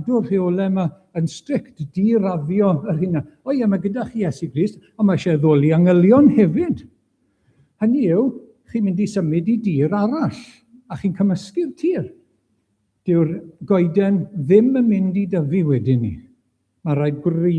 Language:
Welsh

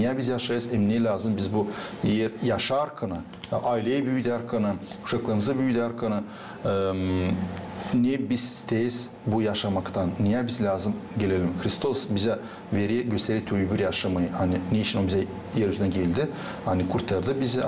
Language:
Gagauz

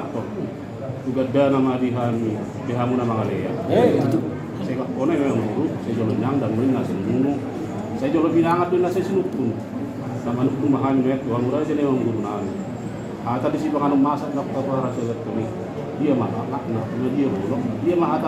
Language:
Batak Toba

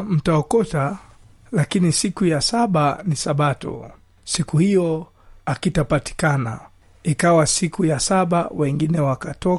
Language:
Swahili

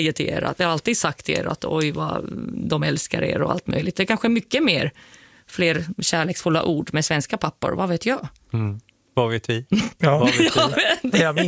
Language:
Swedish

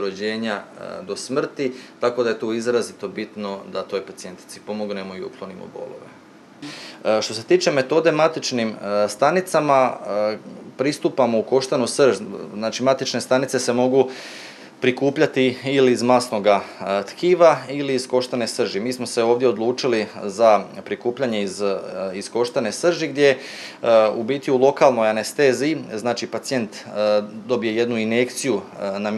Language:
Croatian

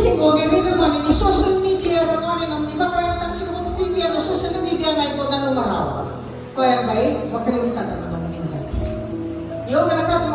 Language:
Fijian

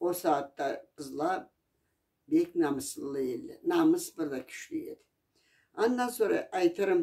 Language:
Karachay-Balkar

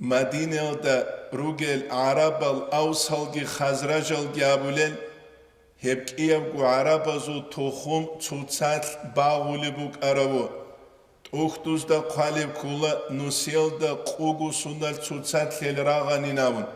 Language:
Avaric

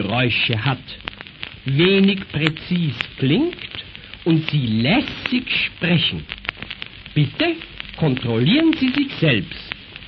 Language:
German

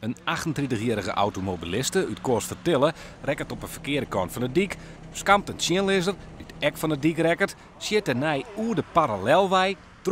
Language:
Western Frisian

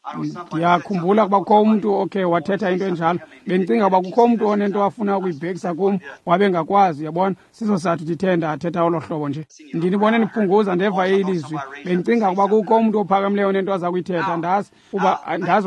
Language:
Xhosa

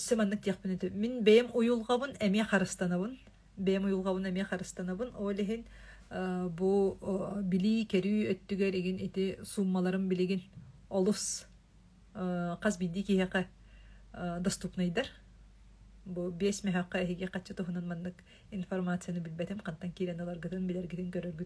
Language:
Yakut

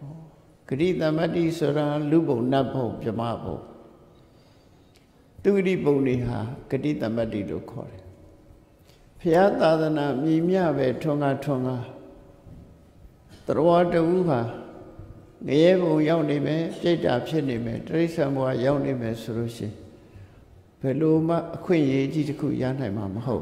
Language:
Burmese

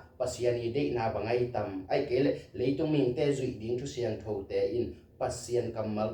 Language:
Tedim Chin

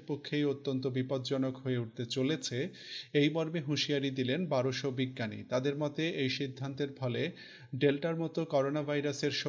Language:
Bangla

